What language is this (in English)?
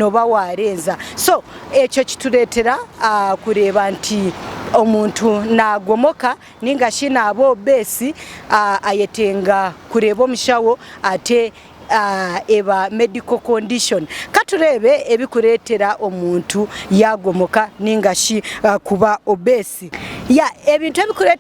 Nyankole